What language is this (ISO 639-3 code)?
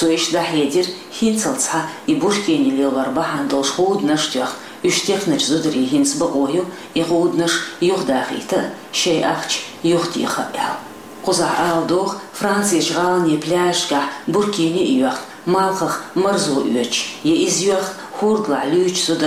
che